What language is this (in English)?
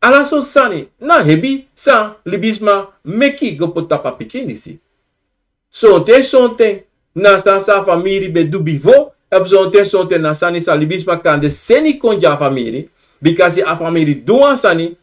Sranan Tongo